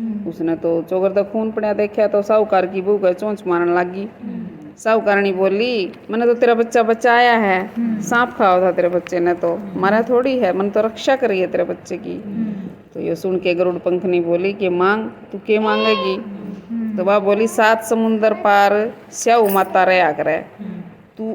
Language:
Haryanvi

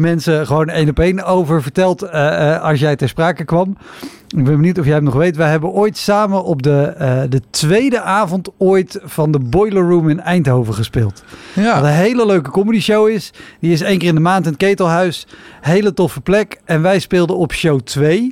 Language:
Dutch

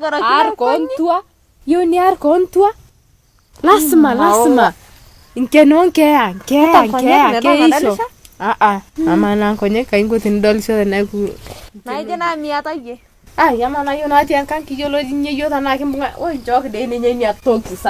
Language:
Masai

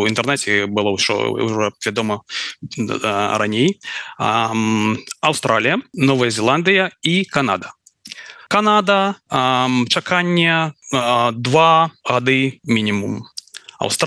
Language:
Belarusian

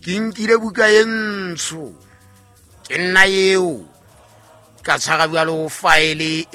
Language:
Southern Sotho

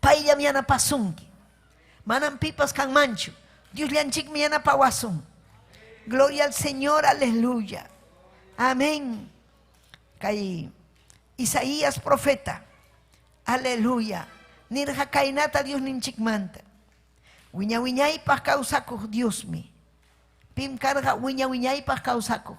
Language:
Ayacucho Quechua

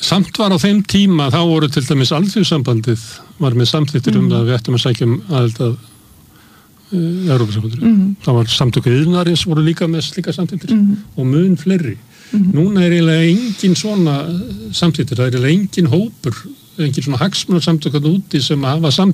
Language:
Icelandic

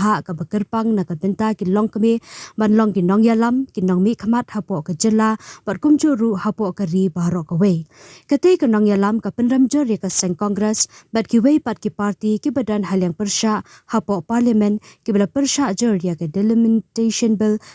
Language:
Khasi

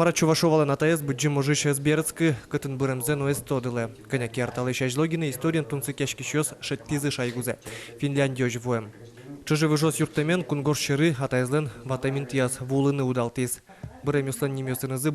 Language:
Udmurt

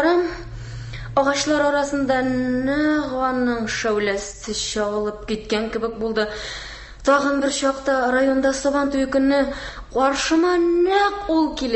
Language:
Tatar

